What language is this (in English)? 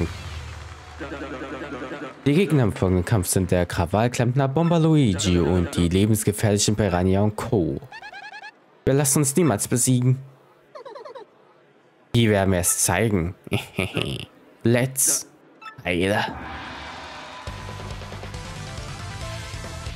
German